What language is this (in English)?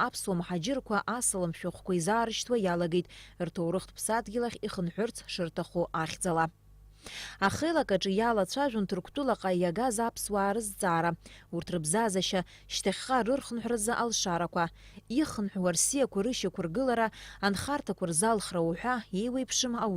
Abkhazian